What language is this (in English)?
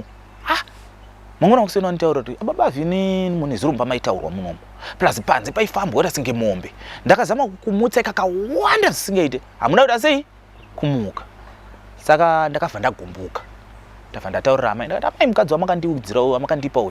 Shona